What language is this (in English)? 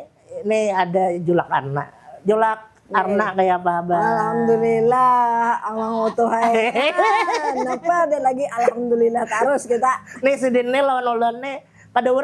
Banjar